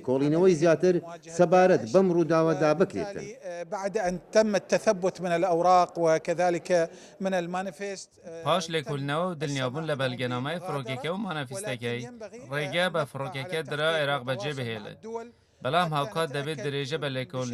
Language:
Central Kurdish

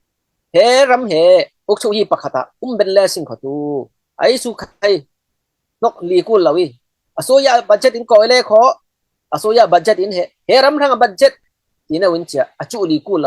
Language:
Falam Chin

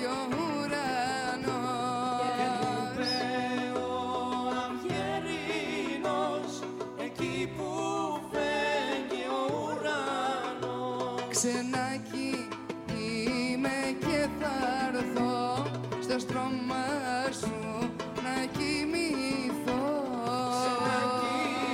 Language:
Greek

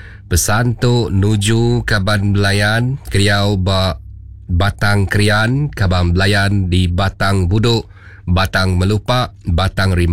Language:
Iban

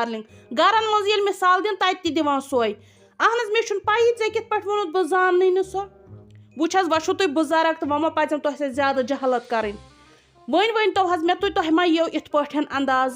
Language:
Kashmiri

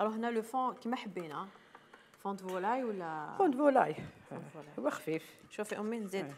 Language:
Algerian Arabic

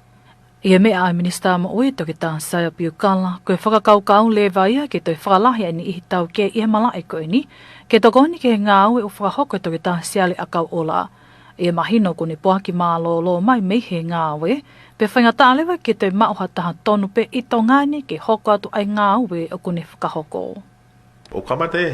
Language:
Tongan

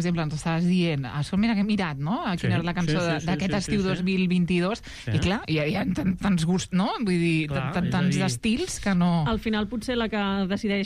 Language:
Catalan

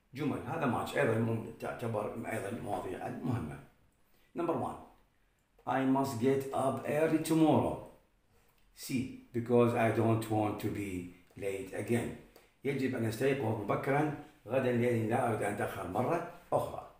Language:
Arabic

